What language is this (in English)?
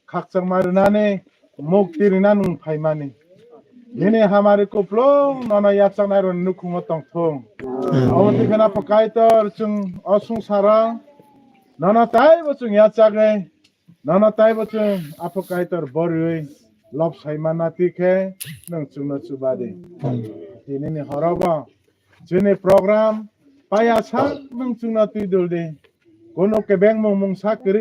Kok Borok